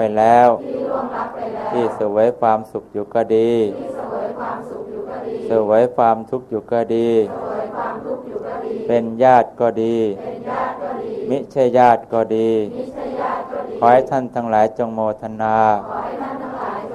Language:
Thai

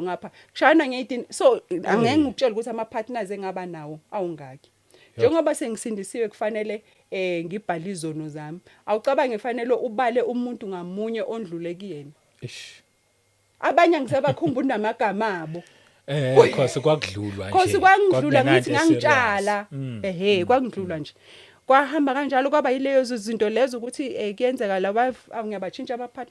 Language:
Zulu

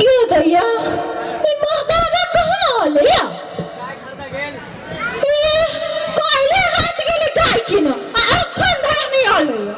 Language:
Maithili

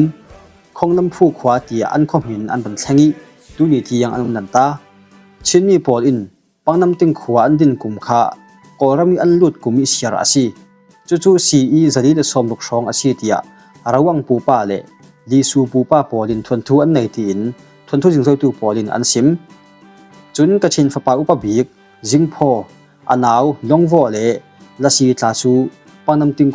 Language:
Falam Chin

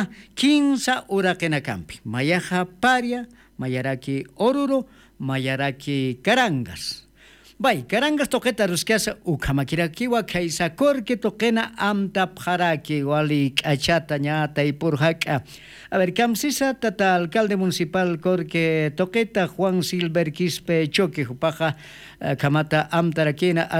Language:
Aymara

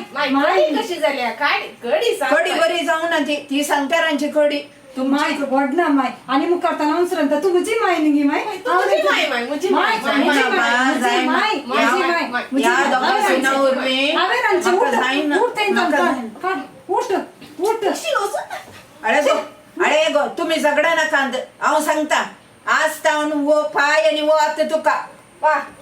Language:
Konkani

